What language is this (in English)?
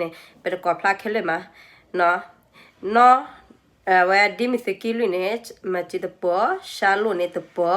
S'gaw Karen